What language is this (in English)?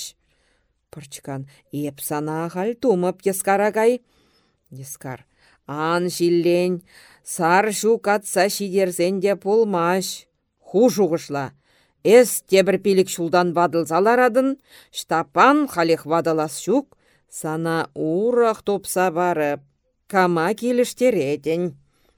Chuvash